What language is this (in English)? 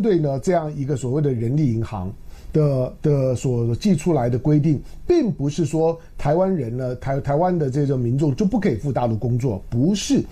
Chinese